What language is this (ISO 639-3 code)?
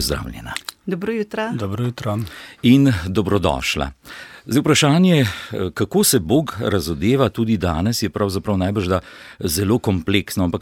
slv